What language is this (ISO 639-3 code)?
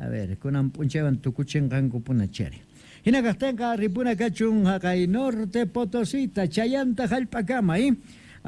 que